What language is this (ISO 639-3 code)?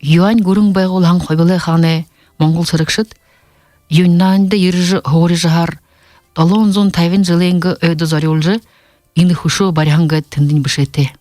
bua